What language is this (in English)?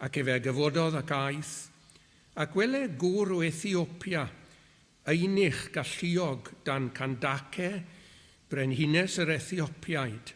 Welsh